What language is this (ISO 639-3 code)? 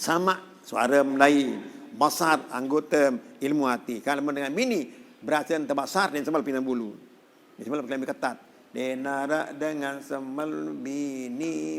sas